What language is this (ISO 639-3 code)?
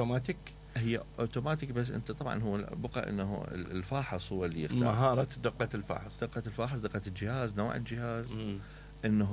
acm